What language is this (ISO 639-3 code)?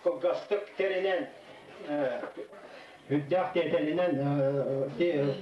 sah